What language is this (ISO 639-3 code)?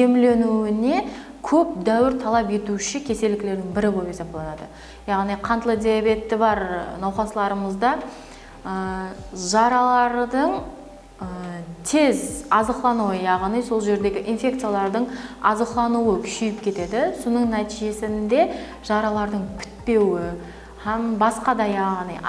kaa